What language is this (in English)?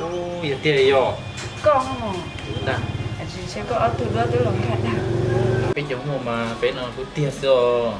Hmong